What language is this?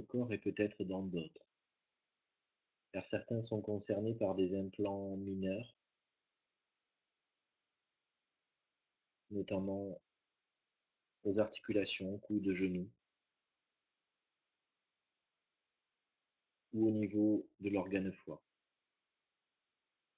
French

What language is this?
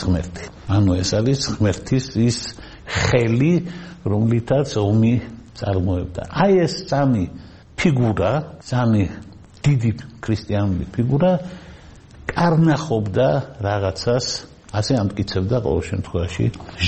Georgian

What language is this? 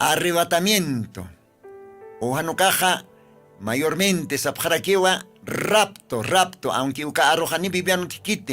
Aymara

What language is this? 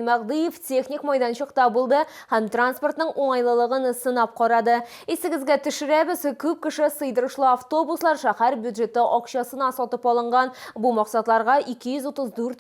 Tatar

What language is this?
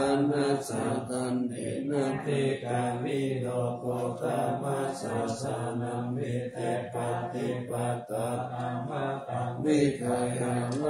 Pali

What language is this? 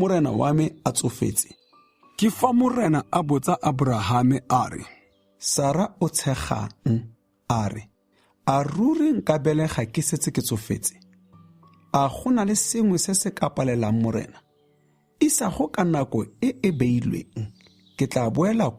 Tswana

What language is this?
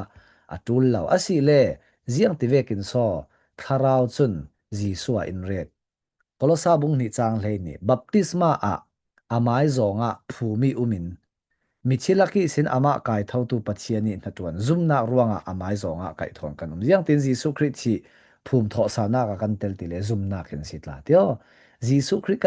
Falam Chin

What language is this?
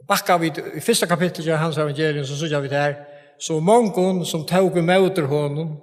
Faroese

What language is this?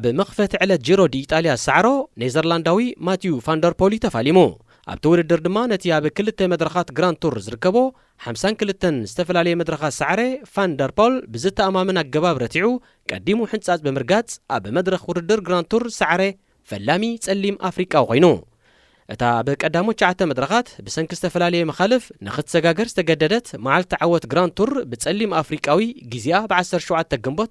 Tigrinya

